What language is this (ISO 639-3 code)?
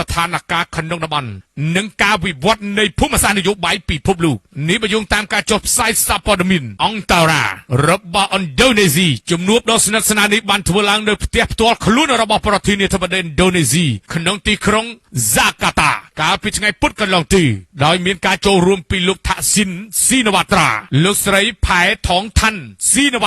khm